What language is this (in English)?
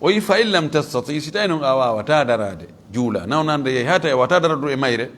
Fula